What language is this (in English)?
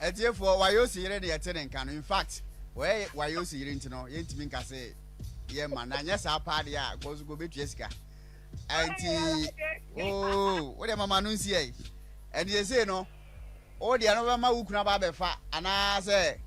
Akan